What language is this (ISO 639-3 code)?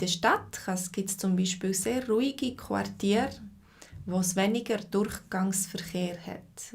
gsw